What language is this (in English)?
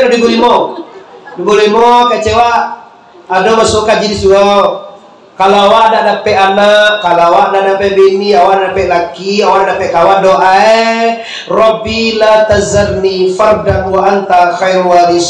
Minangkabau